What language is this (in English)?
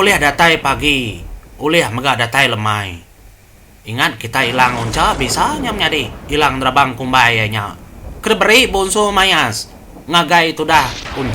Iban